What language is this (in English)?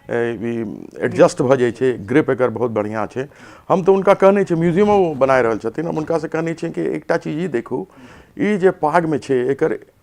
Maithili